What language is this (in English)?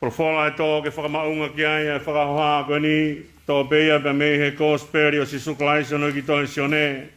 Tongan